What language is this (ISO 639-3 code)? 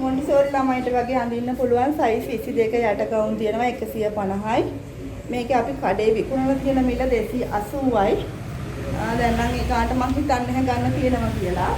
sin